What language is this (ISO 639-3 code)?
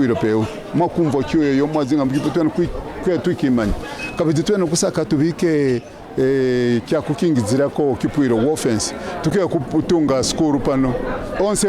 kqn